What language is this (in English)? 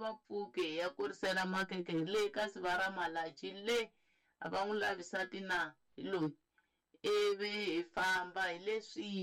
Tsonga